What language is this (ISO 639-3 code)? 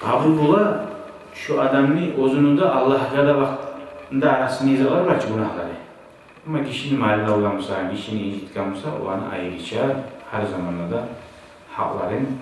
kum